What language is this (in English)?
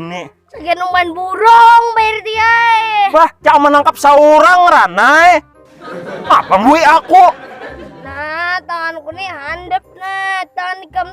Banjar